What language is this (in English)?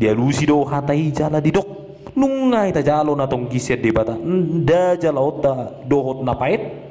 Batak Toba